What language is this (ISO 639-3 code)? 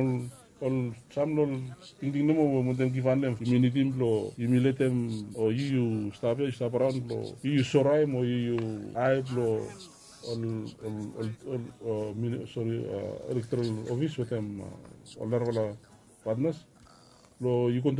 bis